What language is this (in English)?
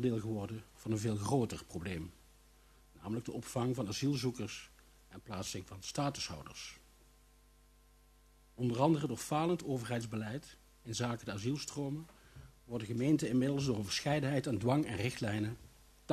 Dutch